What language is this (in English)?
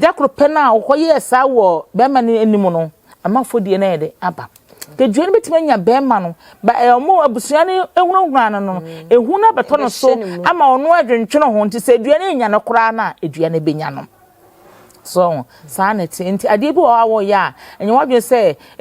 Akan